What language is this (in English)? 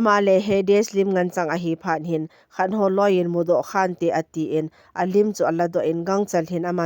Thado Chin